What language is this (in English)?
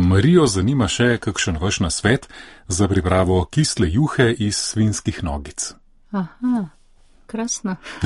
Slovenian